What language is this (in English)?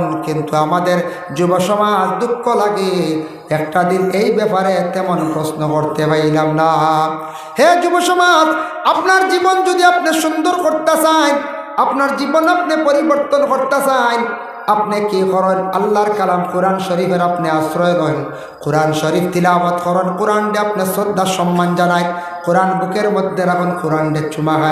Sylheti